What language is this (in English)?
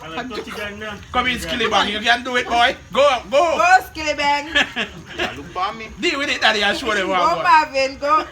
Jamaican Creole English